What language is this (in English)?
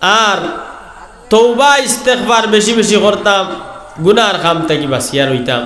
Sylheti